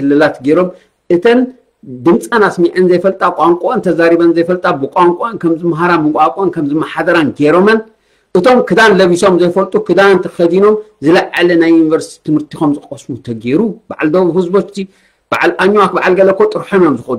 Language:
Tigrinya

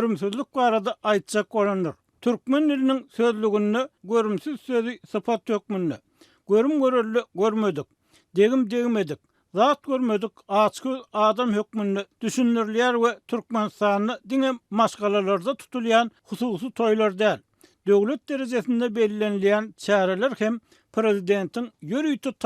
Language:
Turkmen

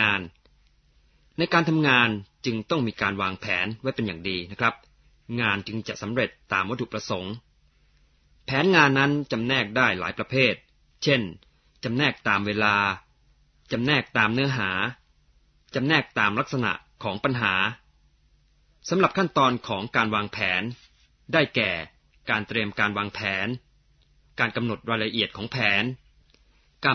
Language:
Thai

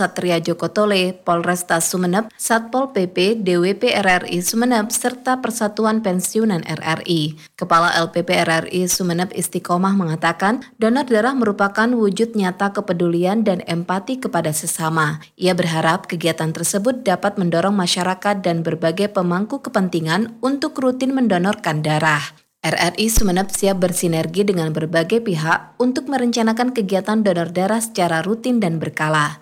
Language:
Indonesian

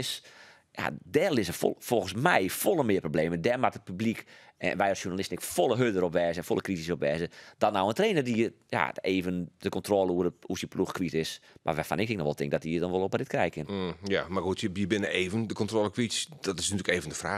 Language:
Western Frisian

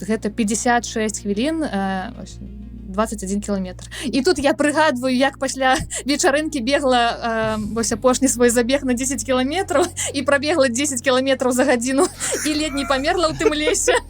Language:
Belarusian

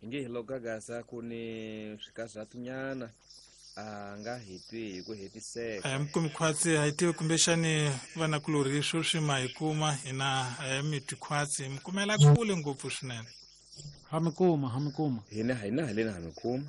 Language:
Tsonga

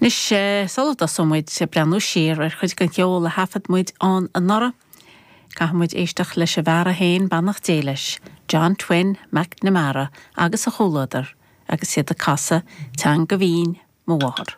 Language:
Irish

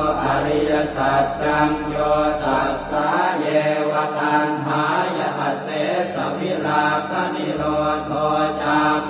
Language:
Pali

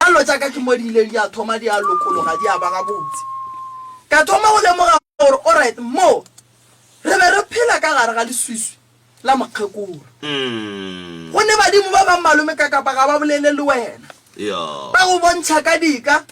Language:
Northern Sotho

